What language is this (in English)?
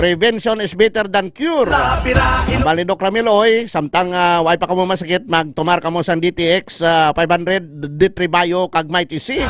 Hiligaynon